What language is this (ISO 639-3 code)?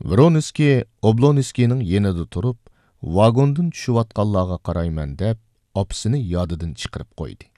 uig